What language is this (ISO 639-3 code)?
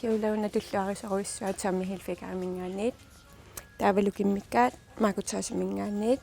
kal